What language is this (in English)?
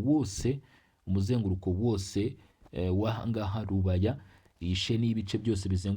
Kinyarwanda